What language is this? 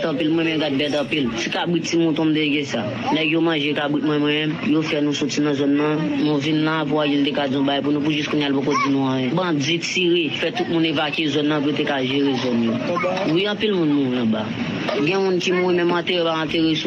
Haitian Creole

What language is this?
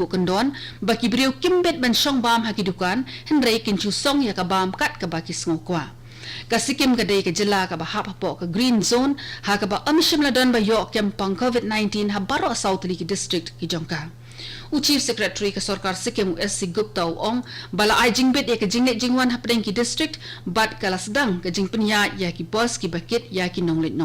Khasi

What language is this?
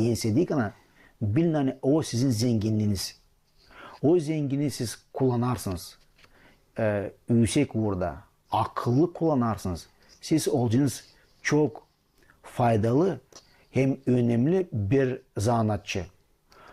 Gagauz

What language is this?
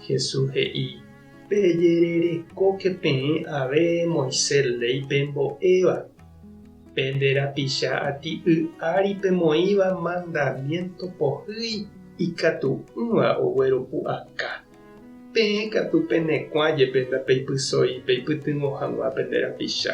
Guarani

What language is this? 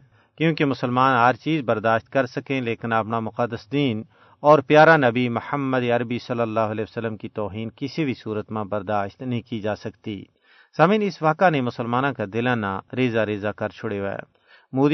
Gujari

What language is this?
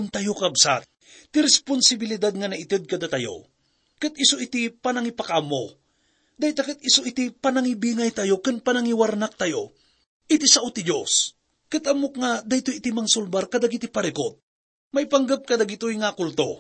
Iloko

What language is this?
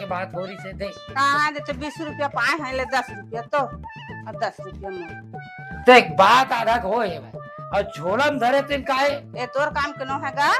Chhattisgarhi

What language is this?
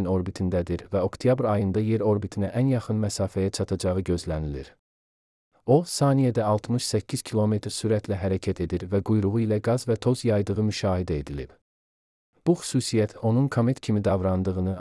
Azerbaijani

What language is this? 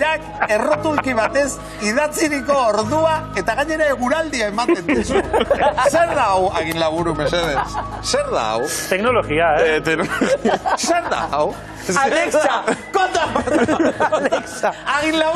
Basque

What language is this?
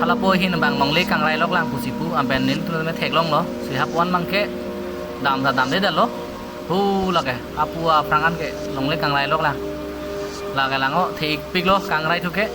Karbi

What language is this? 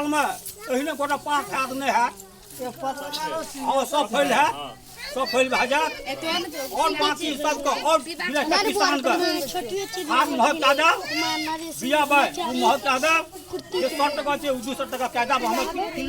Maithili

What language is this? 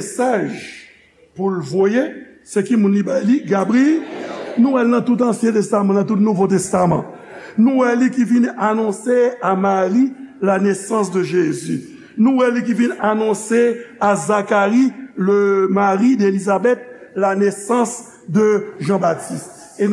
Haitian Creole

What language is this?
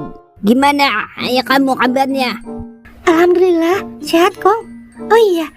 Betawi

